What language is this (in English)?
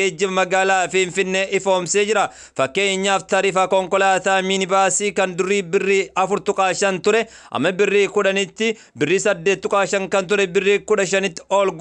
Oromo